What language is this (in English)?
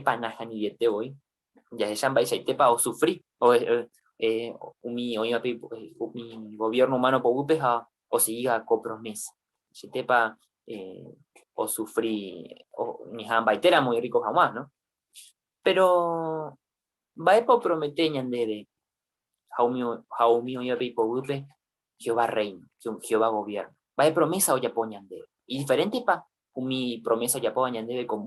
Guarani